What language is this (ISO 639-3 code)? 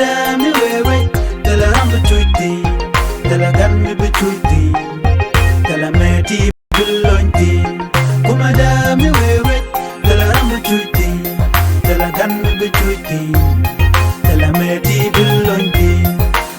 nus